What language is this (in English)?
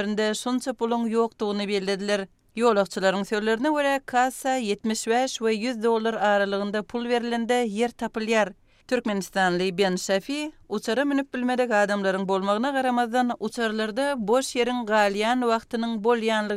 Turkmen